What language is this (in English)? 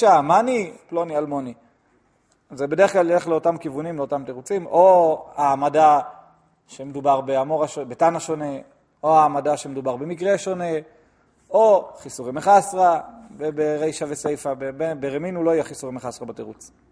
Hebrew